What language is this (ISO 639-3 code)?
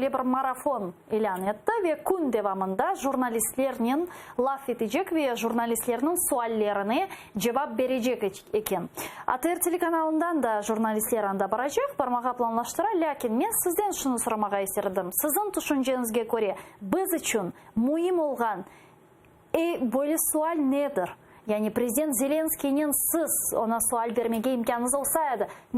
crh